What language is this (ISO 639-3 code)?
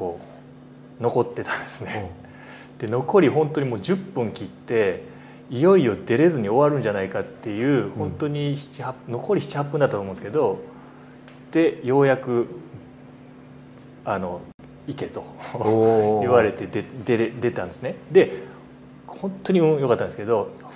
jpn